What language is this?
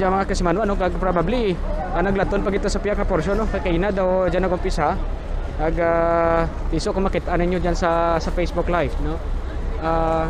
Kinaray-a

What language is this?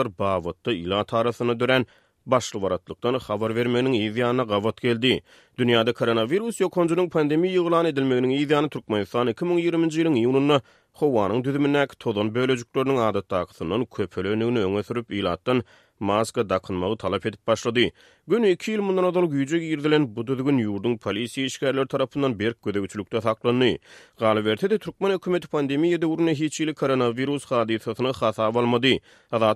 Turkmen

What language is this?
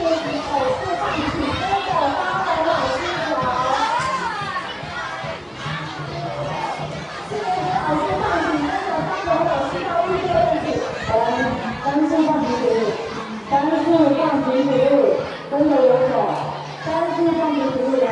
Chinese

